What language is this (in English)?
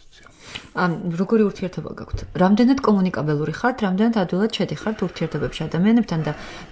Georgian